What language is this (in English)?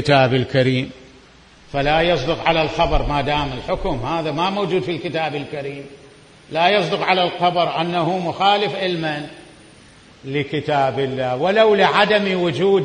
Mesopotamian Arabic